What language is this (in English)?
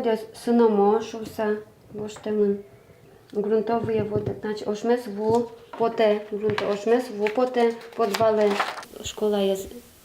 Udmurt